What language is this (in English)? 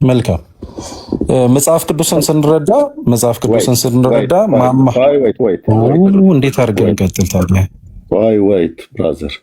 Amharic